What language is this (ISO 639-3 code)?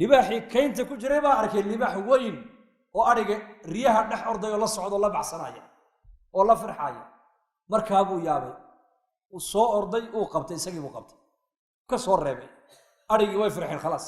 som